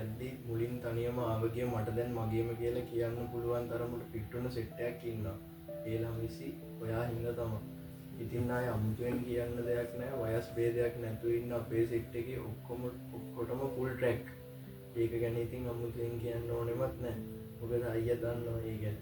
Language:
Sinhala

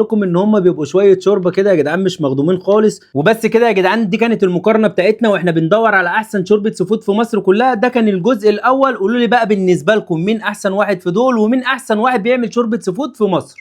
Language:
Egyptian Arabic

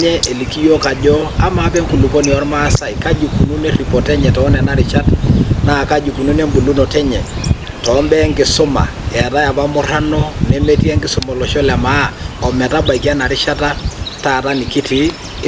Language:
Masai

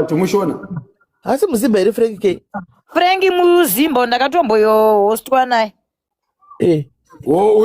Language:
Shona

